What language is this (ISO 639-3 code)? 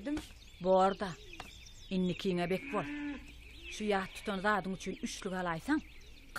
tuk